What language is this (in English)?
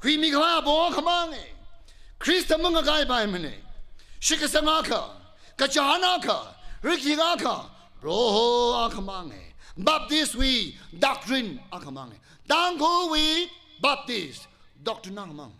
Tangkhul Naga (India)